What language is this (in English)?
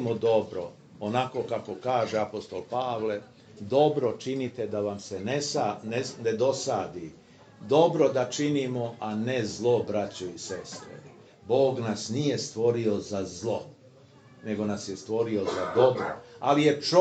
Serbian